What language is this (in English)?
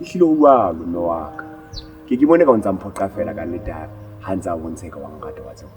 Southern Sotho